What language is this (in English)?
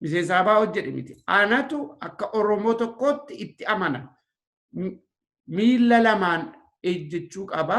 Oromo